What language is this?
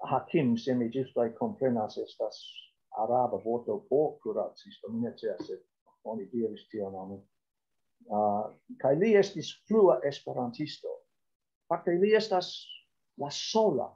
Esperanto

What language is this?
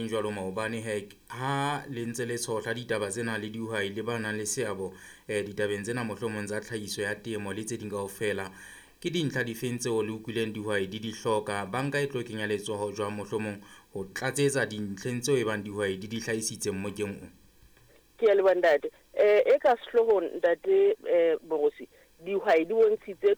Southern Sotho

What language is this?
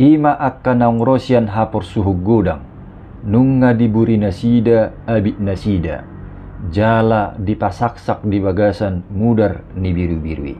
Batak Toba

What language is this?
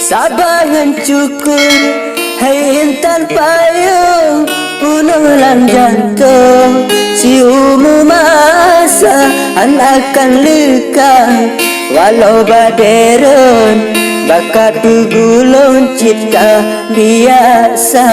Achinese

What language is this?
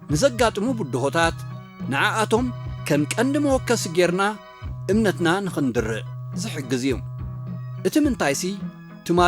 Tigrinya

